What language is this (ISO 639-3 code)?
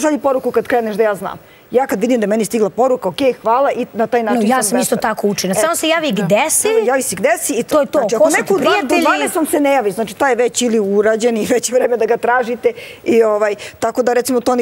srp